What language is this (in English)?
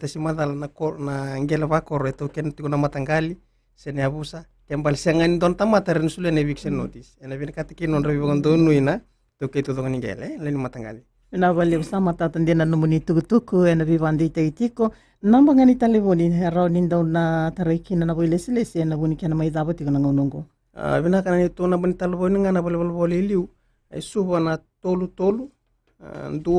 Fijian